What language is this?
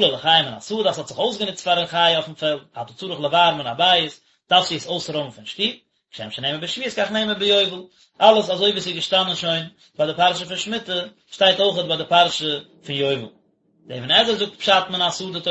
Yiddish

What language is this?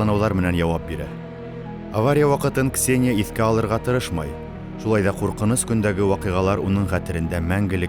Bashkir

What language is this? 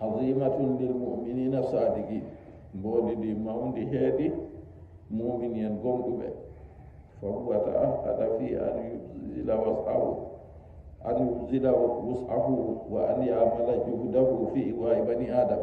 Nigerian Fulfulde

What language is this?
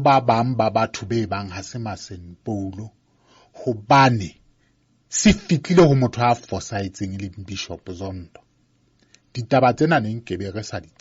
Southern Sotho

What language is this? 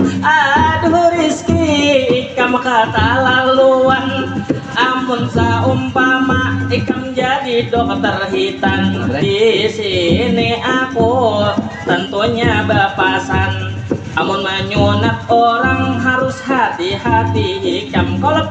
Banjar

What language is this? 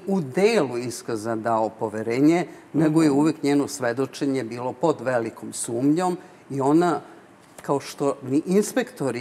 Serbian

